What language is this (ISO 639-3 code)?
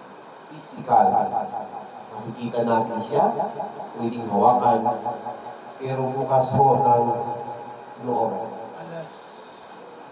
fil